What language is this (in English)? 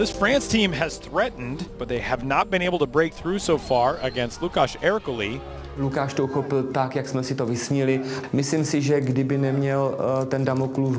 Czech